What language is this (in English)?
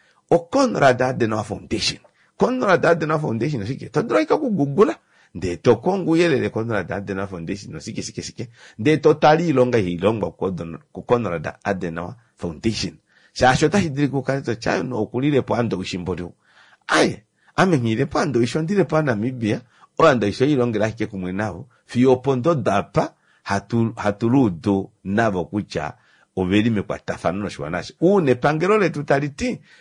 Kuanyama